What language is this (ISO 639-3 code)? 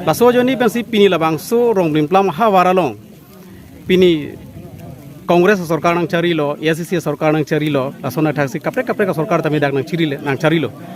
mjw